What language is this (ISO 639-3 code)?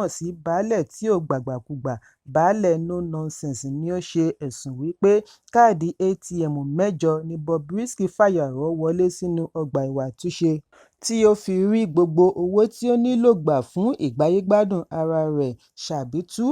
yor